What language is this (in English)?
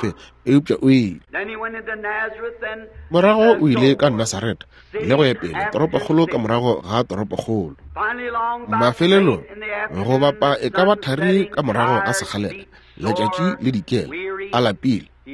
Northern Sotho